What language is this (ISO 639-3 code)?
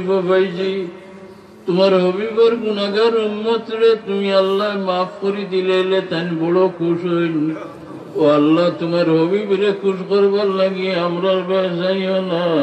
syl